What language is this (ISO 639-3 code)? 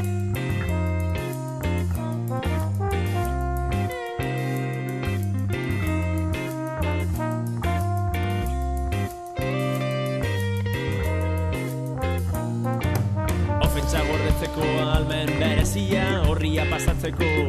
eus